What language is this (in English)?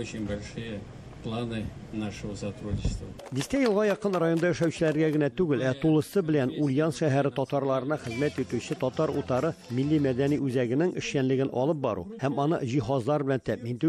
Tatar